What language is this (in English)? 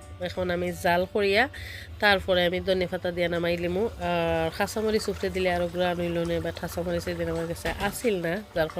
Sylheti